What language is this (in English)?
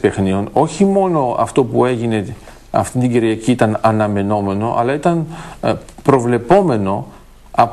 Greek